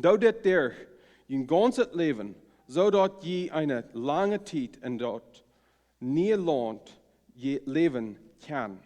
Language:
Plautdietsch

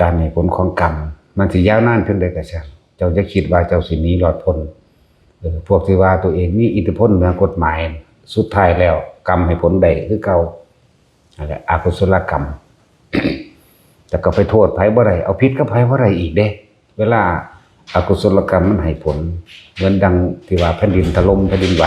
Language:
Lao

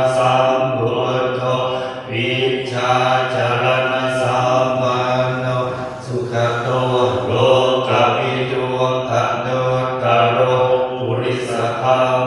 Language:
Pali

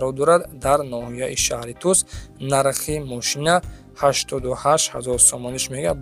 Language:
Tajik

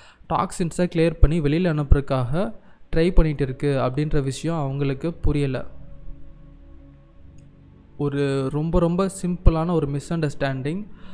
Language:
Tamil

